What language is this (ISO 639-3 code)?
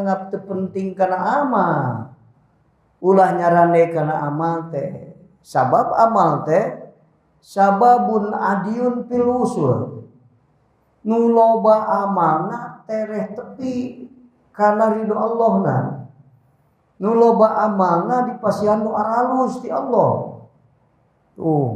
sun